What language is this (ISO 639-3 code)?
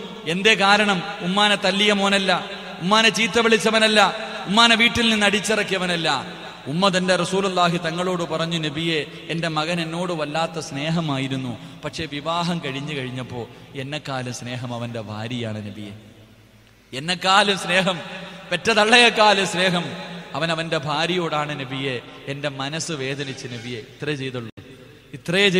mal